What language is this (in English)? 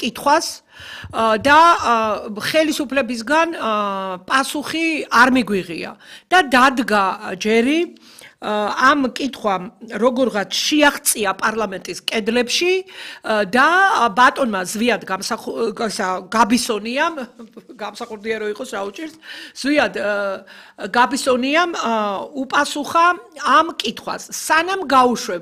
Georgian